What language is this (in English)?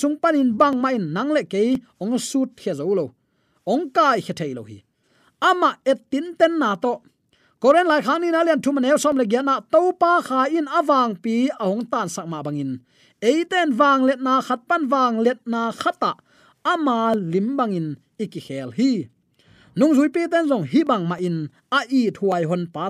Tedim Chin